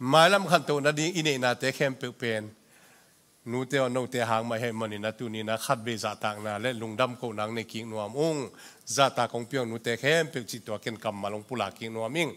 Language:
Tedim Chin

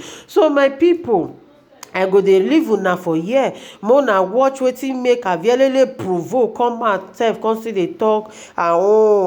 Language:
Nigerian Pidgin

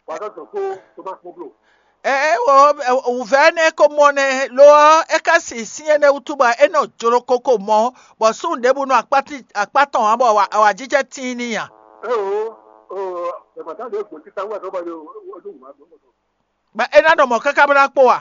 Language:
Fon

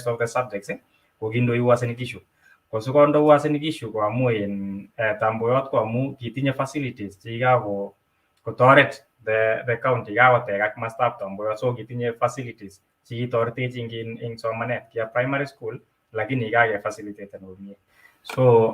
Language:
Kalenjin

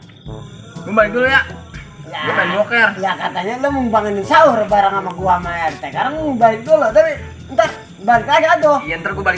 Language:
Betawi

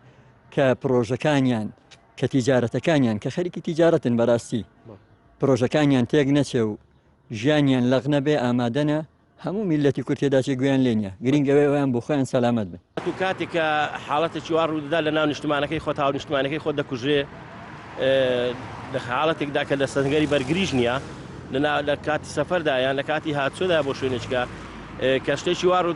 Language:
Central Kurdish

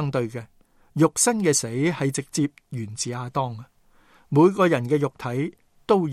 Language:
Cantonese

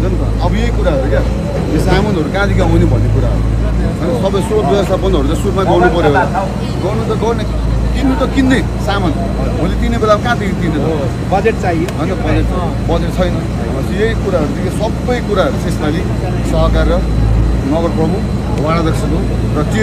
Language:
Nepali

